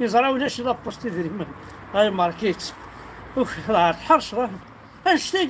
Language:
Kabyle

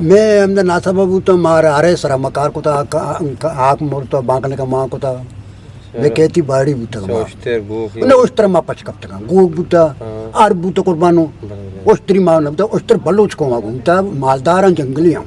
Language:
Eastern Balochi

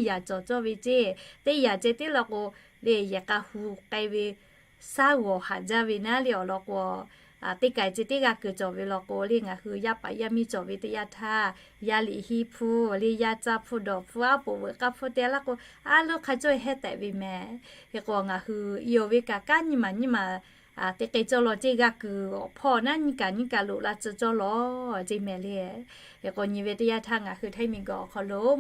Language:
Lahu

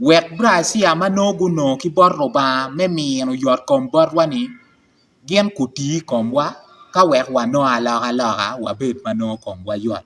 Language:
Acoli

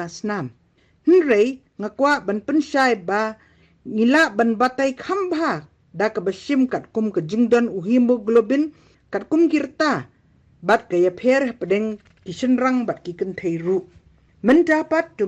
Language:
Khasi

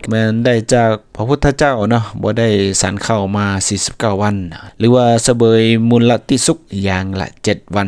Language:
Lao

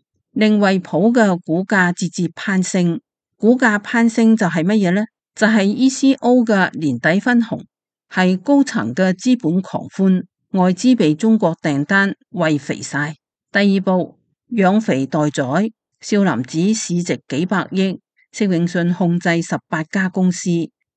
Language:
Cantonese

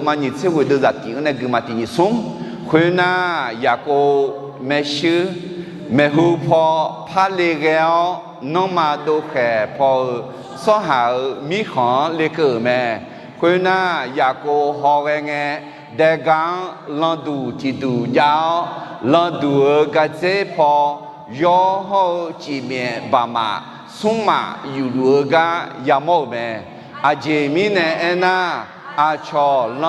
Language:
Akha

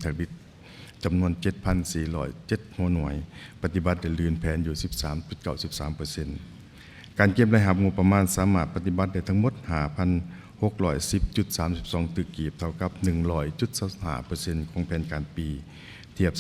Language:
Lao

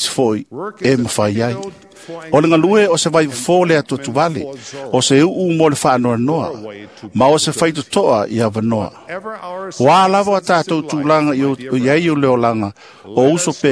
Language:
Samoan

